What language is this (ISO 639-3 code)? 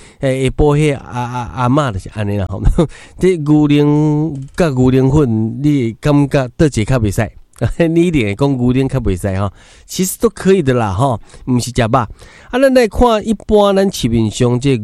nan